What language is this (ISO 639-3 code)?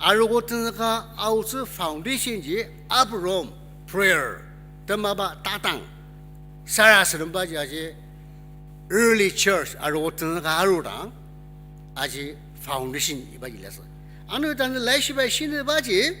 njo